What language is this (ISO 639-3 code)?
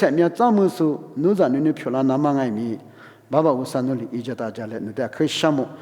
lis